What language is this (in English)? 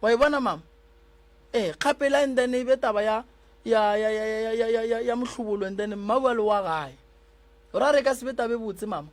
Northern Sotho